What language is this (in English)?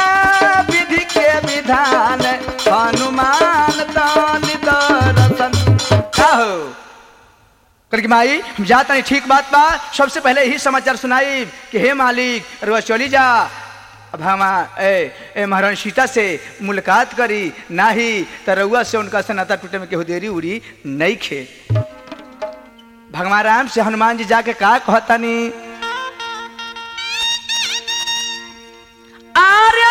Bhojpuri